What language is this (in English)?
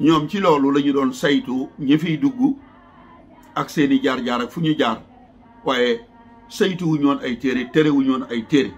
Wolof